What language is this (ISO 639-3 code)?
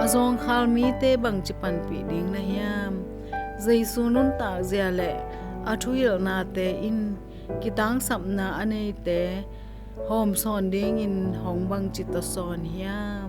ctd